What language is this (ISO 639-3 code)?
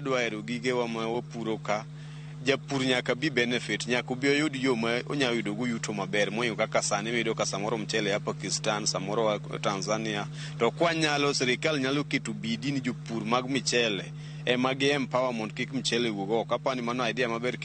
luo